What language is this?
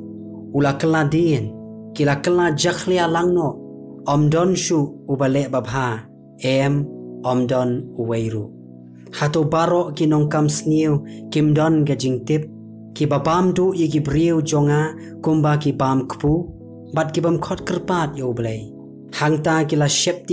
Khasi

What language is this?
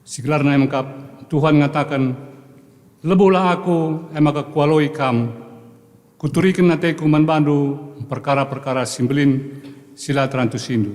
Batak Karo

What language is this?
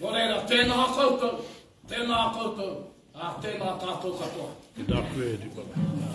Māori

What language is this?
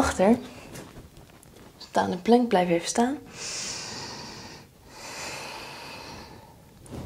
Dutch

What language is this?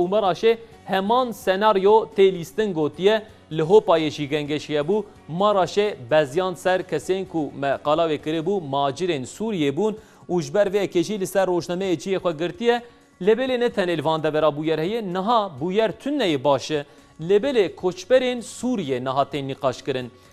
Kurdish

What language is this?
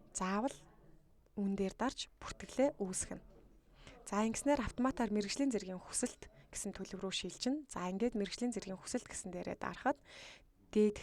Mongolian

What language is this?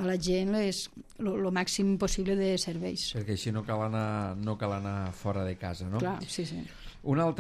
Catalan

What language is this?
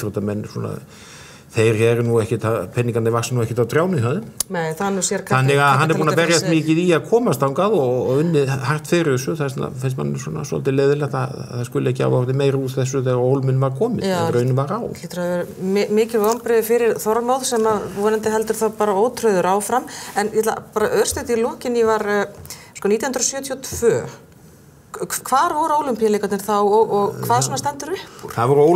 Icelandic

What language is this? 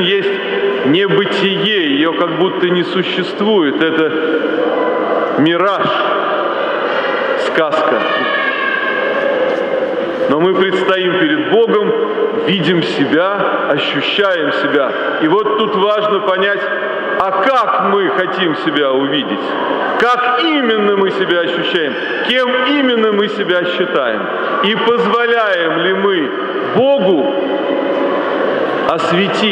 Russian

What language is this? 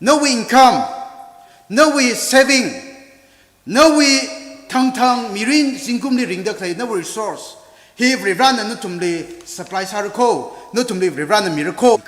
Tangkhul Naga (India)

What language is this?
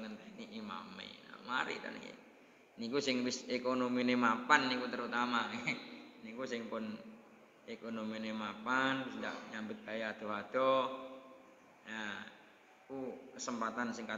Javanese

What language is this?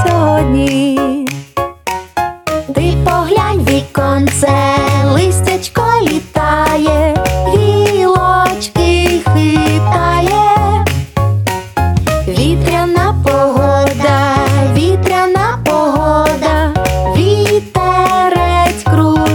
Ukrainian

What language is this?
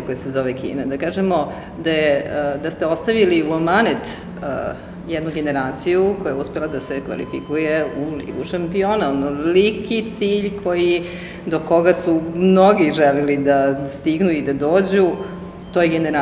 Serbian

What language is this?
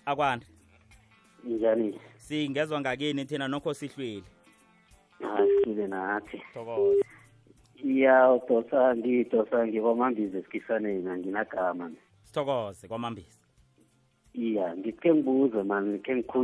South Ndebele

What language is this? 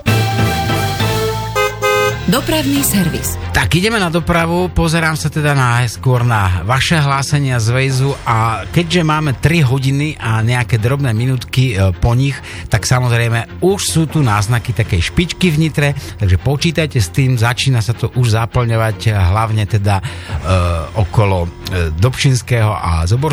Slovak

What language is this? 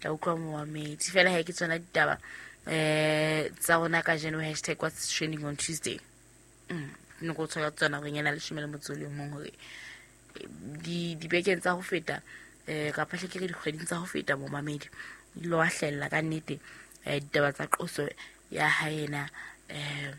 Southern Sotho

